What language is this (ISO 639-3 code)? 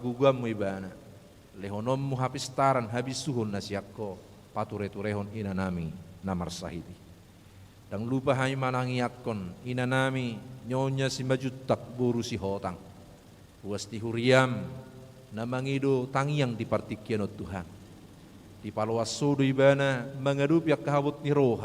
bbc